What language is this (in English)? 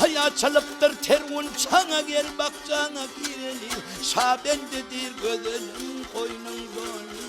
Turkmen